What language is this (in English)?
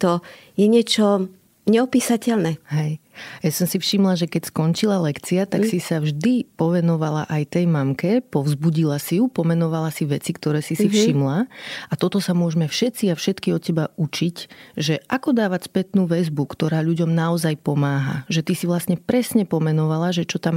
Slovak